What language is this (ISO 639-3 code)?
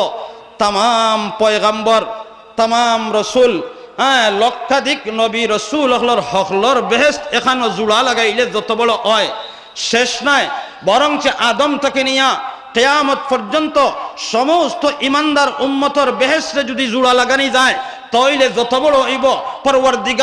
syl